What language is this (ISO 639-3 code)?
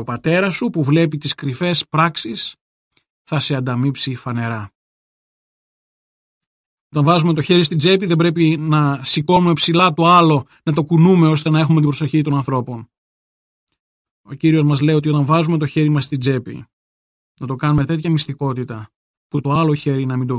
ell